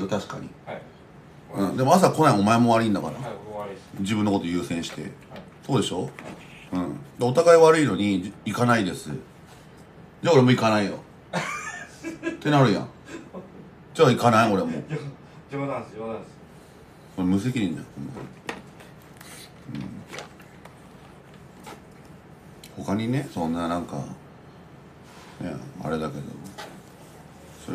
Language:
Japanese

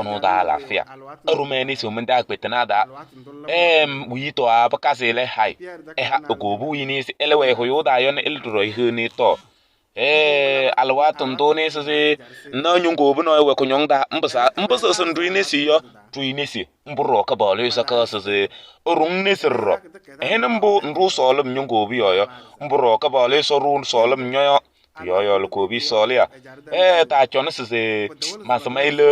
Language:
Kabiyè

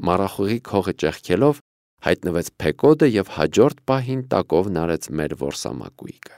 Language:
Armenian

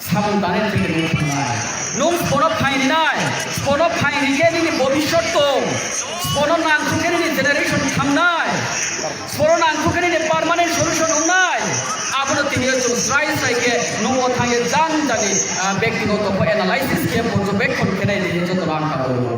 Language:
Riang (India)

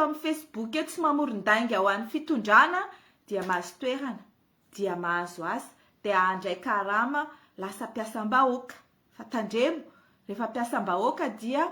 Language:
Malagasy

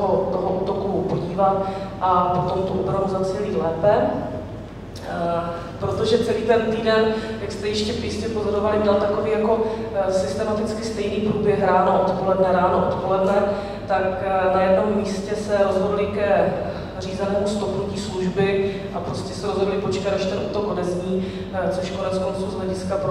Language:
Czech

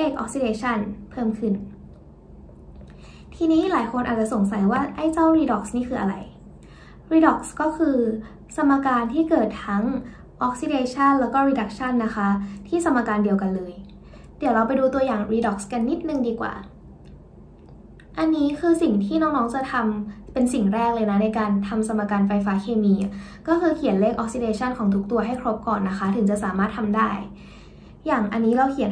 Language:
Thai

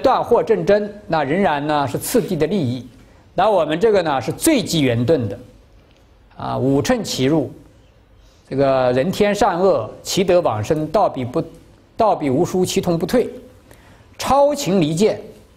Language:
Chinese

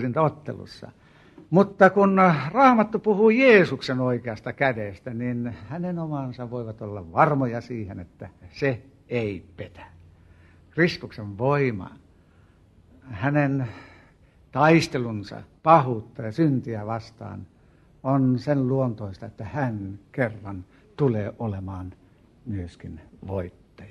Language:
Finnish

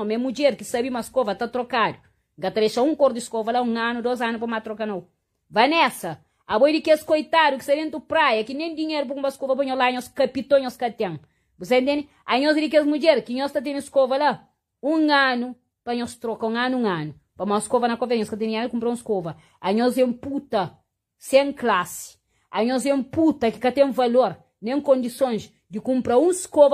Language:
Kabuverdianu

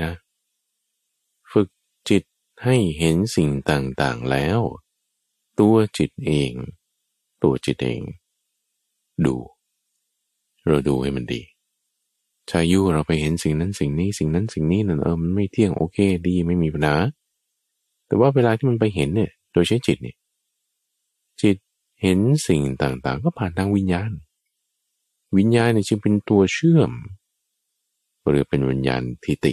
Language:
Thai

